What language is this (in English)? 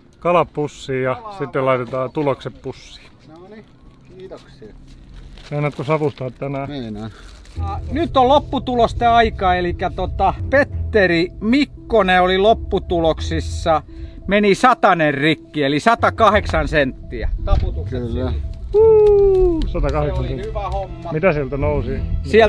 Finnish